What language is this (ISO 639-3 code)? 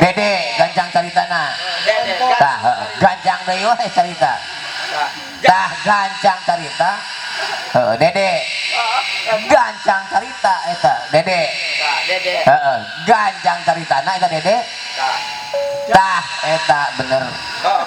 sun